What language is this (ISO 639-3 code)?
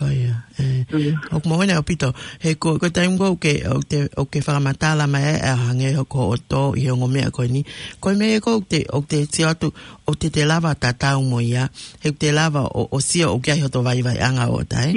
ton